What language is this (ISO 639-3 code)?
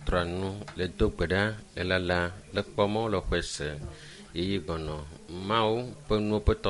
ewe